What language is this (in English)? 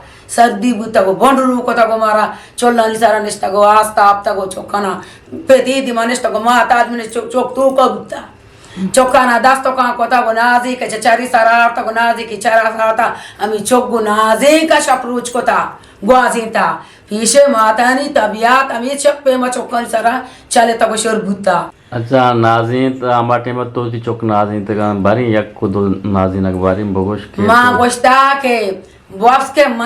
Eastern Balochi